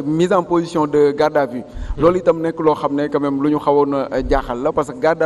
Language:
Wolof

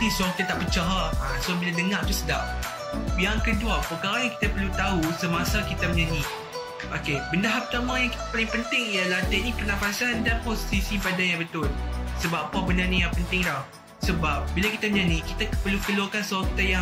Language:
Malay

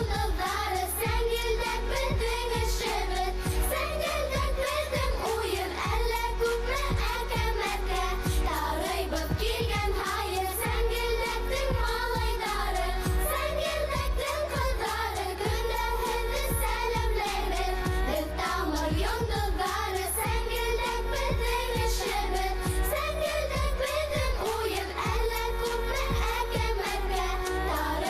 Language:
Bashkir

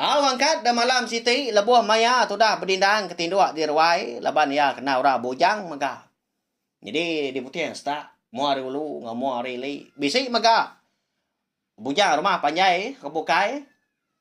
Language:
Iban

